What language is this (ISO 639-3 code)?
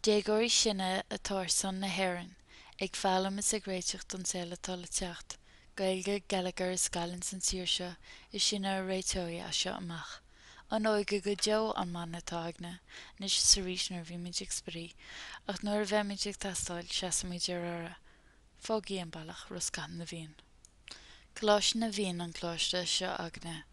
gle